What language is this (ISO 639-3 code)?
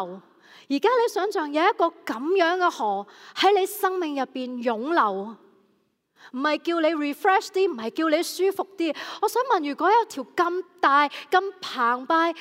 yue